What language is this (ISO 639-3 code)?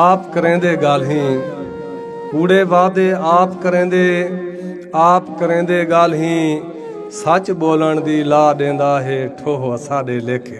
skr